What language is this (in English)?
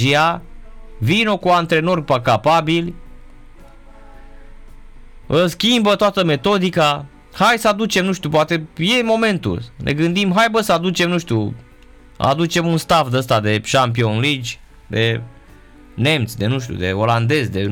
Romanian